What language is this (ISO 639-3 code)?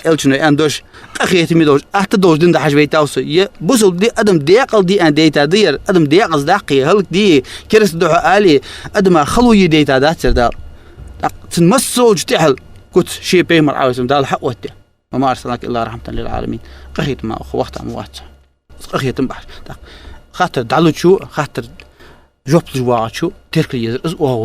inh